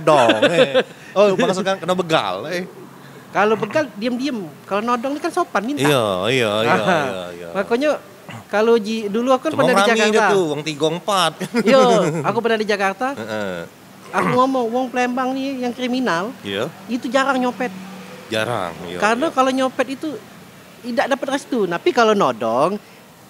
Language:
Musi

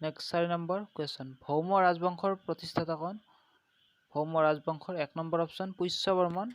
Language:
Assamese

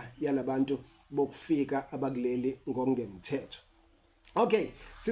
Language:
Zulu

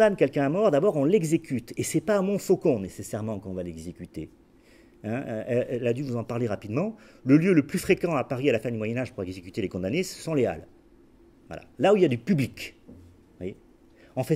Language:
French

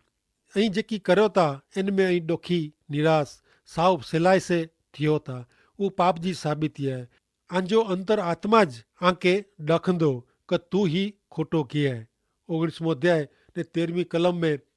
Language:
Kachhi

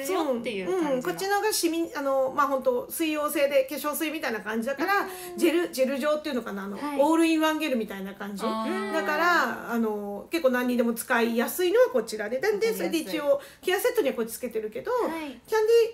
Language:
Japanese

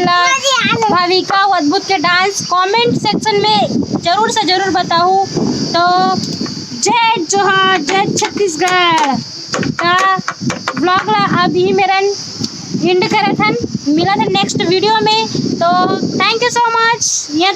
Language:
Chhattisgarhi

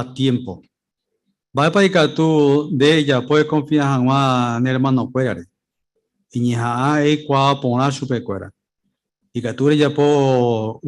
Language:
Guarani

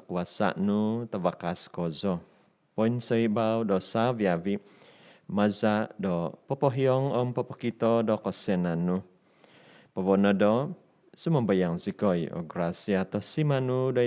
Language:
Central Dusun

